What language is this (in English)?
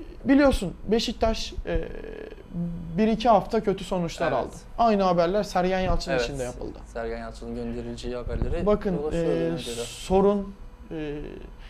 Turkish